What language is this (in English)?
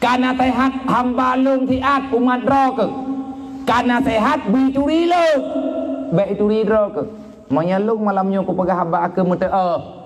Achinese